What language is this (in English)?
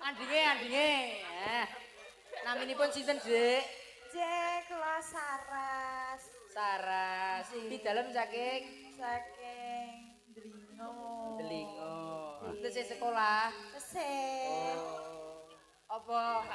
Javanese